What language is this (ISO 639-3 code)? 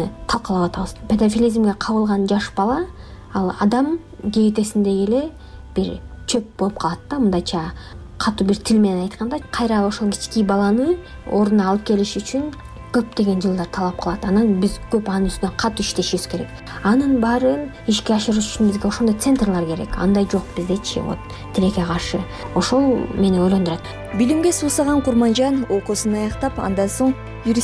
kir